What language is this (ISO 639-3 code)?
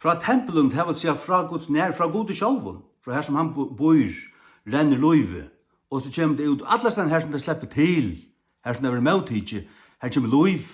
fao